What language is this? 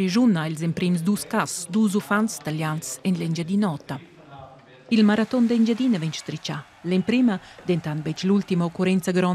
Romansh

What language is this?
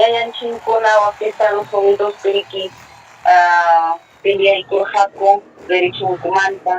Ayacucho Quechua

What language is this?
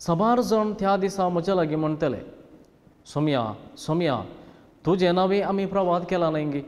Konkani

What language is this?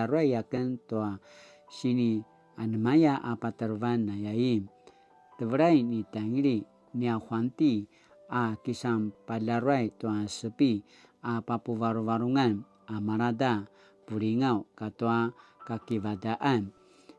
Paiwan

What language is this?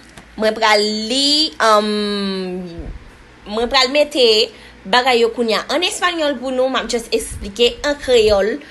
Haitian Creole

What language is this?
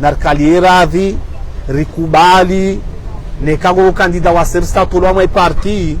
Ngazidja Comorian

